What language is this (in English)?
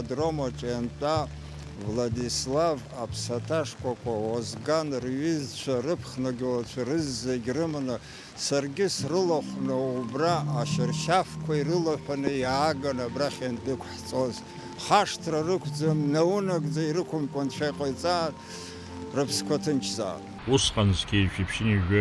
Abkhazian